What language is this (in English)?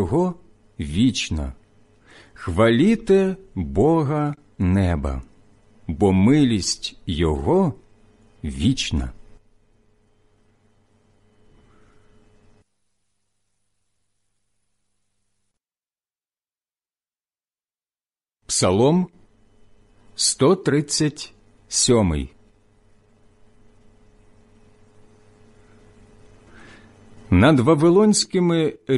Ukrainian